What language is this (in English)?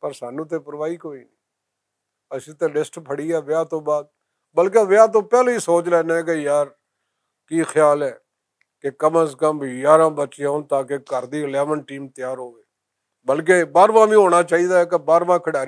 Western Panjabi